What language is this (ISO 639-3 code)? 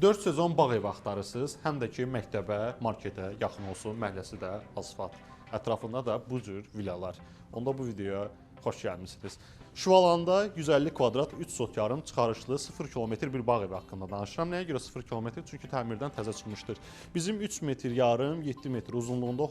aze